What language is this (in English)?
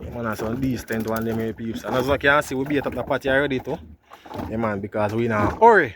Jamaican Creole English